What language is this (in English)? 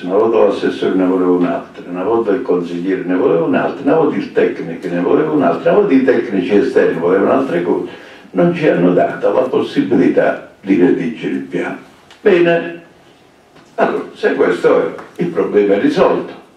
Italian